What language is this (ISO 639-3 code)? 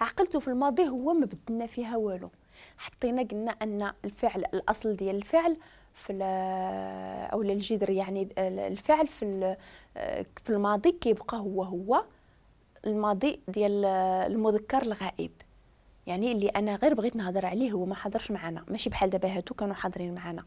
ary